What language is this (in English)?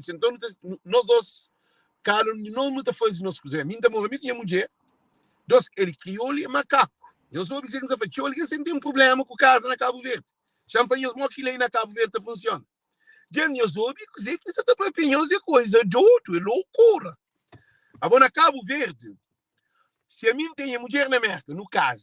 Kabuverdianu